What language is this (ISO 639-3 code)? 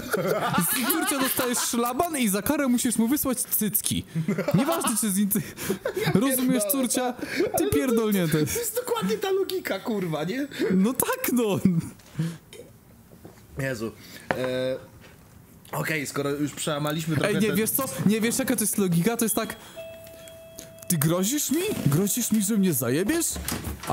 pol